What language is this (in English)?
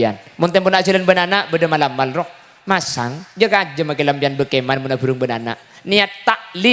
Madurese